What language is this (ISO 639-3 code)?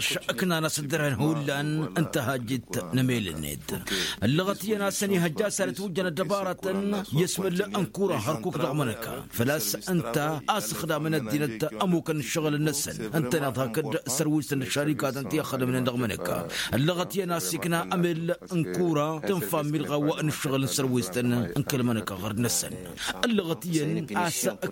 taq